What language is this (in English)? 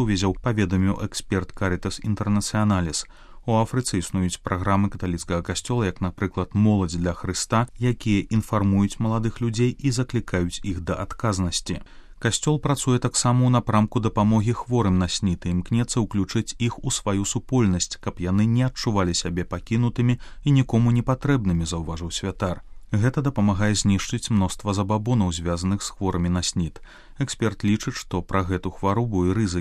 Belarusian